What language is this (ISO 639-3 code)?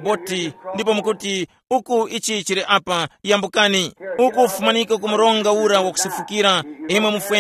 tum